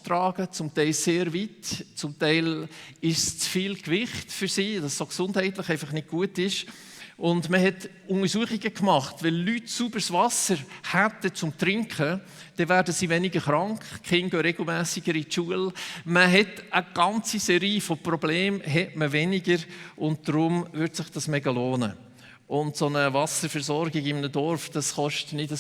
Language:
Swiss German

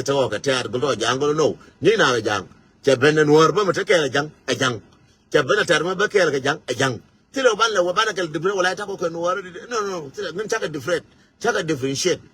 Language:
Nuer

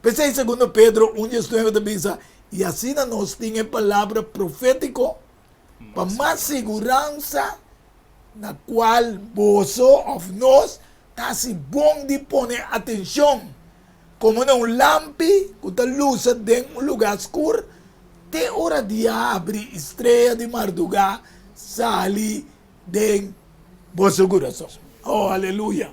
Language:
Papiamento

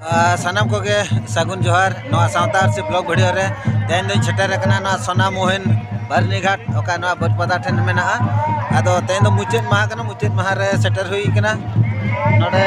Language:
Santali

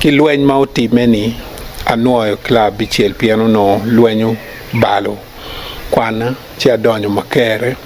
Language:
Acoli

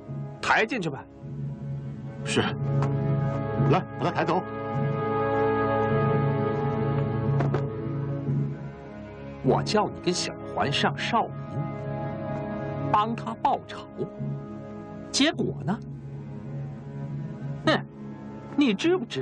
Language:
Chinese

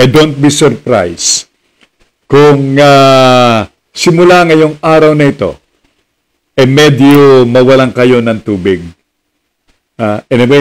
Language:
Filipino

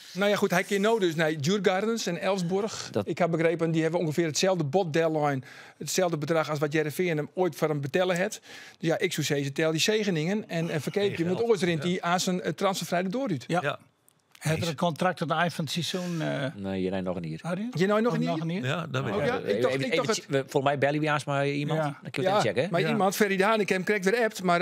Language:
Western Frisian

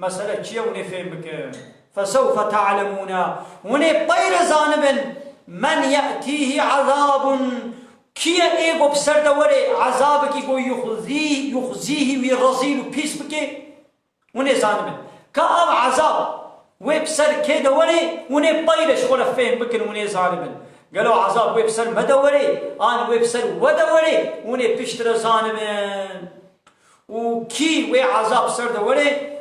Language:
Kurdish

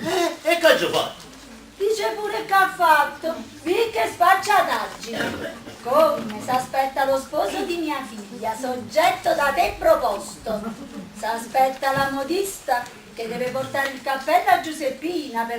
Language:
Neapolitan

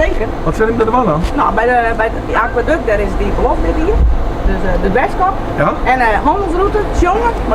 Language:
Western Frisian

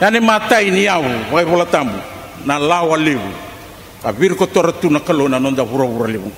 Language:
Fijian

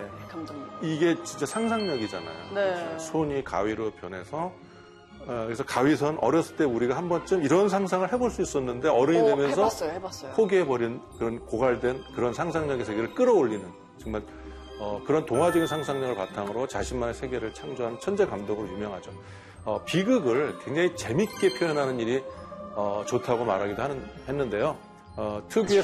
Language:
Korean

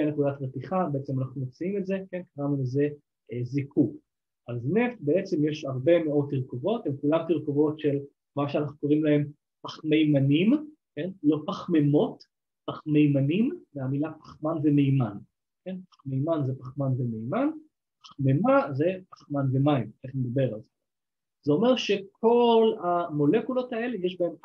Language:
Hebrew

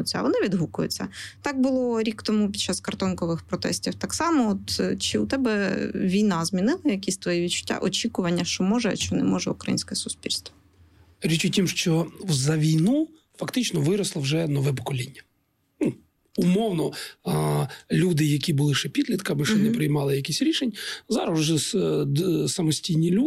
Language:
Ukrainian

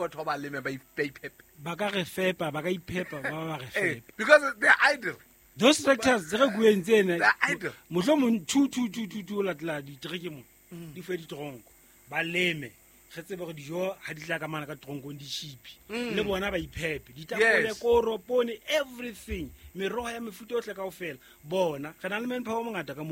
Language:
Southern Sotho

